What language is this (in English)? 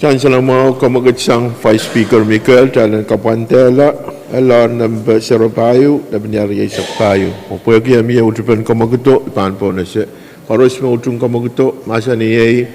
Pohnpeian